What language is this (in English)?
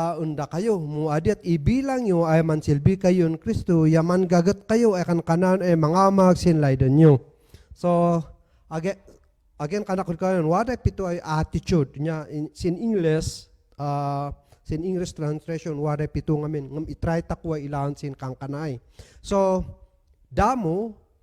Kankanaey